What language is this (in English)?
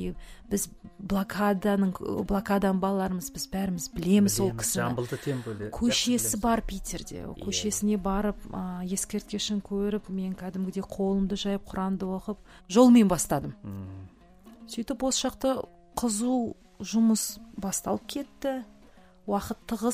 Kazakh